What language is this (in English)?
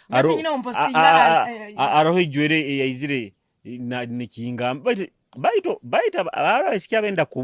Nyoro